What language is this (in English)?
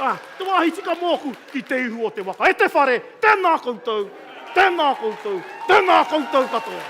Māori